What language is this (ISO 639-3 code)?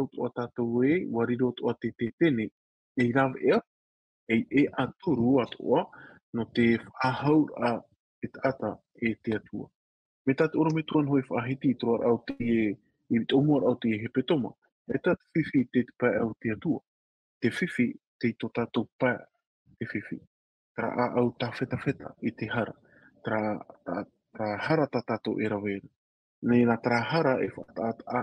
tah